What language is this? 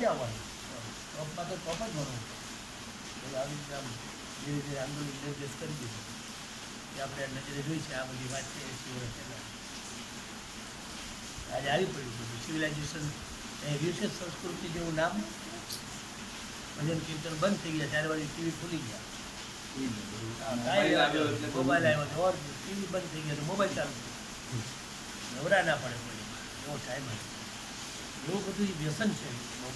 Gujarati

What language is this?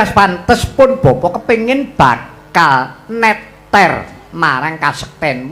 Javanese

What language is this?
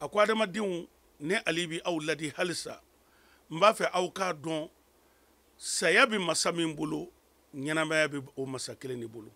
Mandingo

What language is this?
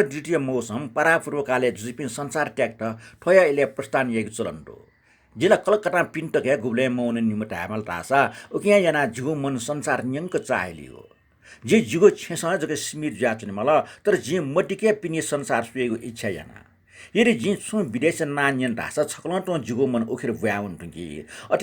Newari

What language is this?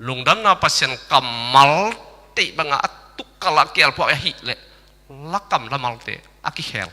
Tedim Chin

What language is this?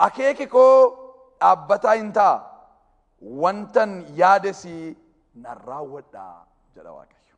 Oromo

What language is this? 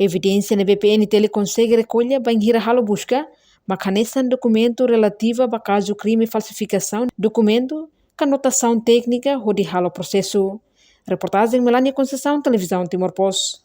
Tetum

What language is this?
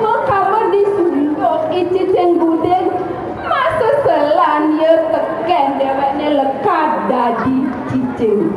Balinese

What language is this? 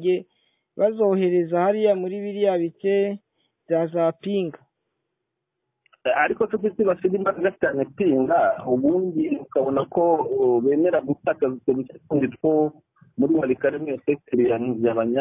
Kinyarwanda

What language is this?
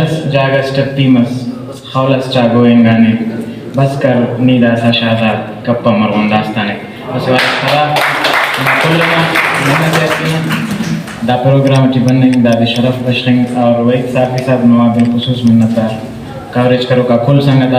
Brahui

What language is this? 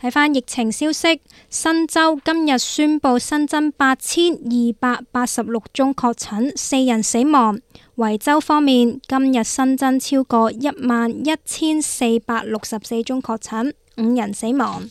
Cantonese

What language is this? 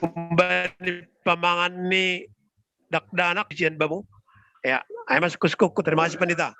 Batak Simalungun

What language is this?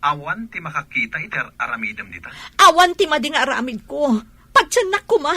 Iloko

